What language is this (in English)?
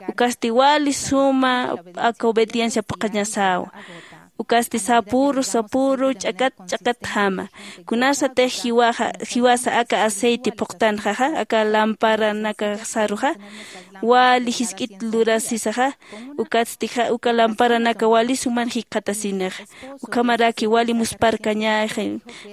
Aymara